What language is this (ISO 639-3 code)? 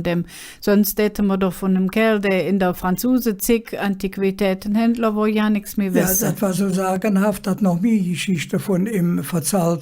ksh